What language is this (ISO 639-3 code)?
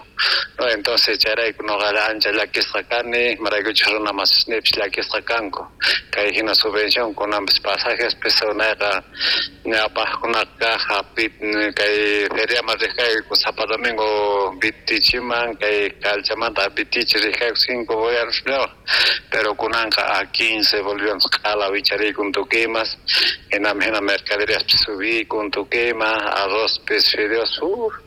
quh